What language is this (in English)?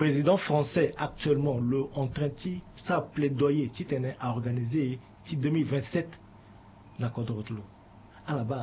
Sango